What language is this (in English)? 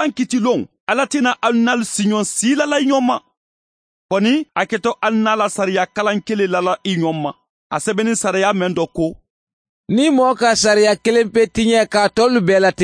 Mandingo